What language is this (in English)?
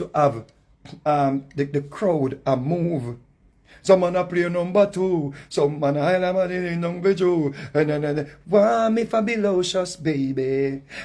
Jamaican Creole English